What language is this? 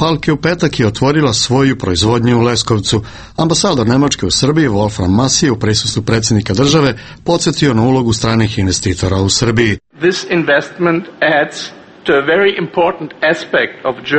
Serbian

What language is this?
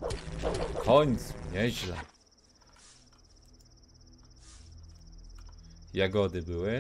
Polish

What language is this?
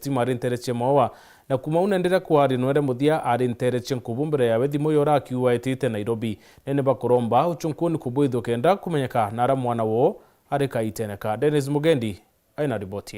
Meru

